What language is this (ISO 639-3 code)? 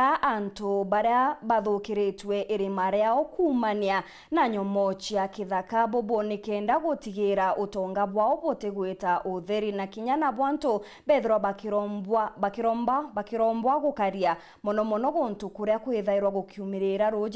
mer